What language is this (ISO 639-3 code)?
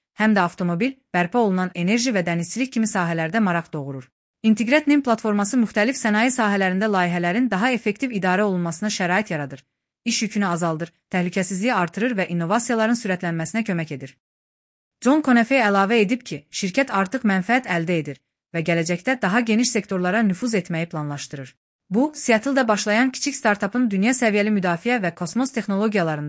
aze